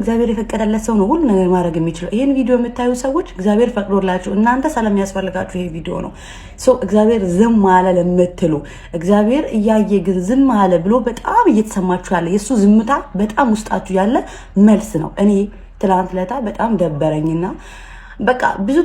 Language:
Amharic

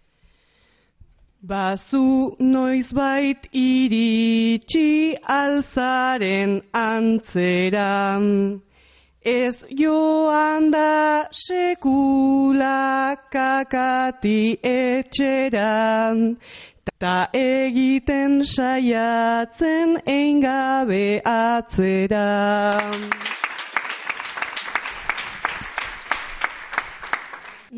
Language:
Basque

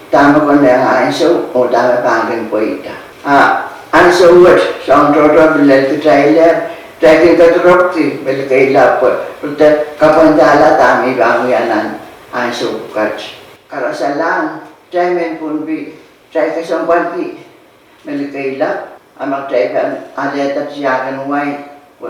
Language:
Pohnpeian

